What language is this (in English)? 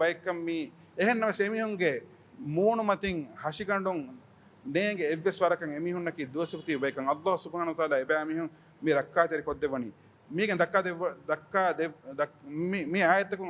Divehi